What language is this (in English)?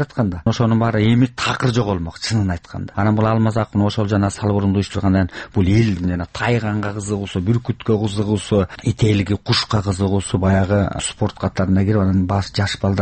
Kyrgyz